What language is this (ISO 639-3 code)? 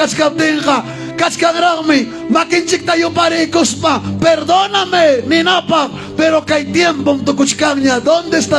quy